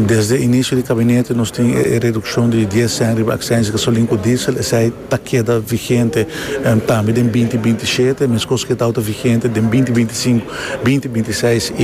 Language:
Papiamento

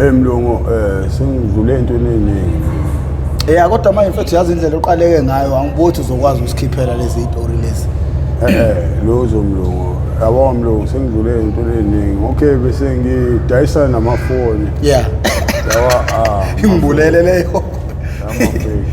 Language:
Zulu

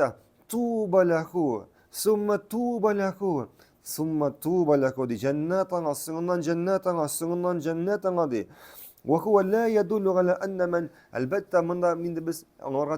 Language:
Tatar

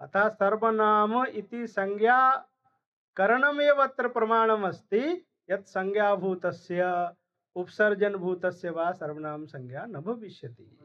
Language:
Sanskrit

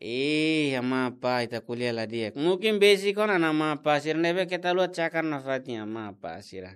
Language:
Tetum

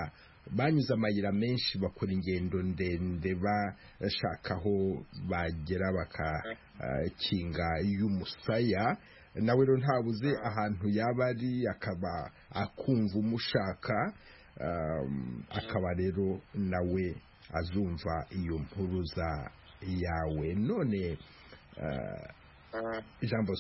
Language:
Kinyarwanda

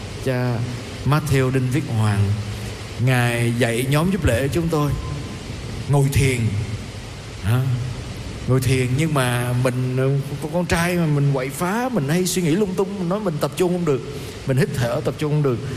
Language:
Vietnamese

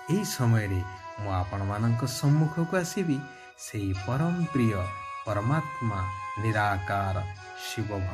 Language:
Odia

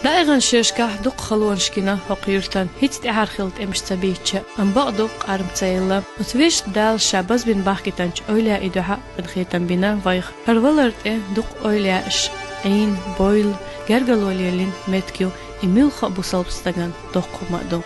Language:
Chechen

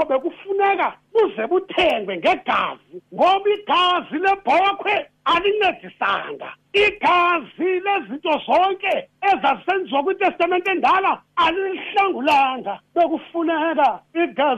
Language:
Xhosa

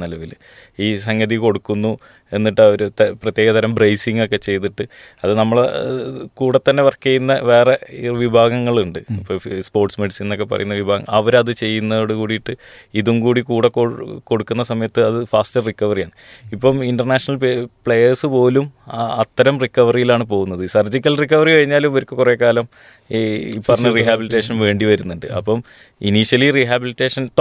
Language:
Malayalam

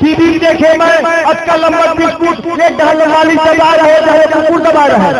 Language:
Chhattisgarhi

